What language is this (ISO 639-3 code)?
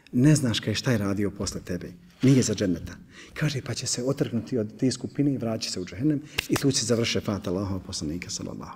bos